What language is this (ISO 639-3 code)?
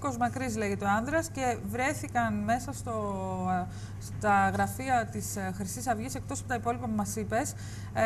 ell